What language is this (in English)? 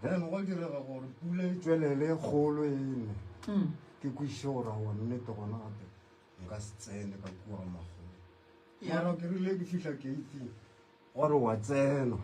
Northern Sotho